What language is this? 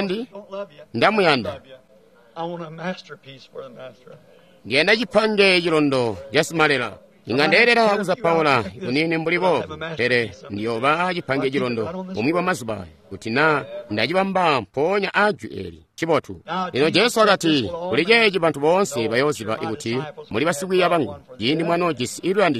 Tonga (Zambia)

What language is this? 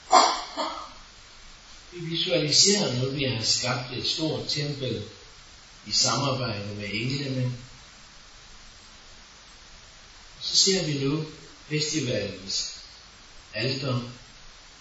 Danish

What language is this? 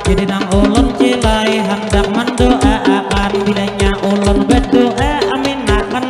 Banjar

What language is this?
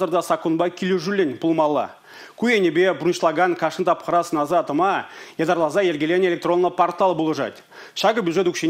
Chuvash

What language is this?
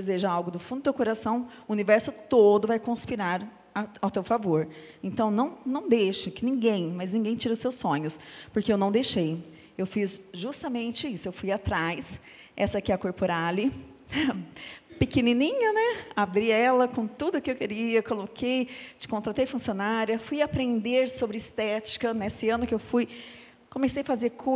Portuguese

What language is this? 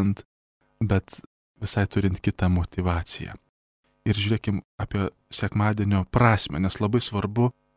Lithuanian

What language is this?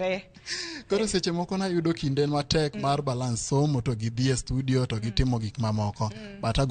Luo (Kenya and Tanzania)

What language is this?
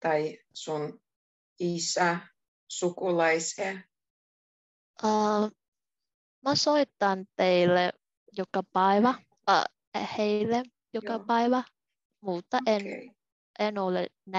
Finnish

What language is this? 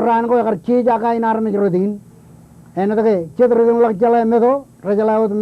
Marshallese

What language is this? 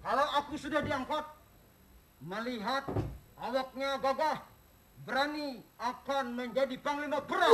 Banjar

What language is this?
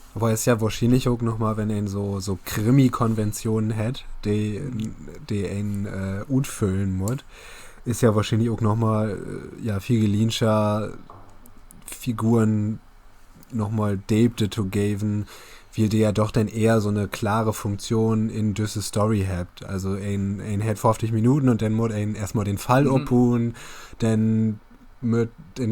Low German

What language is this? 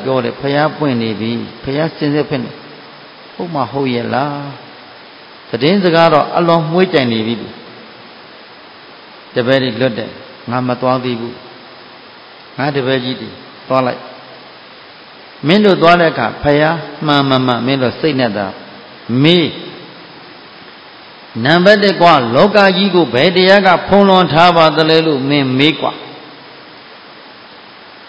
Burmese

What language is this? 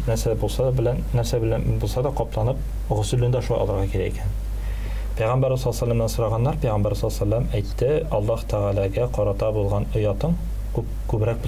Tatar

